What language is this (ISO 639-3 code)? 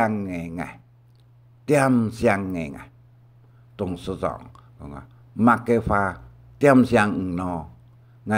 hak